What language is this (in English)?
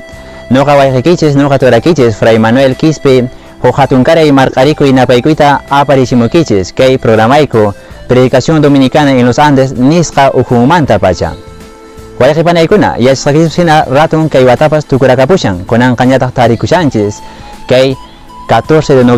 Quechua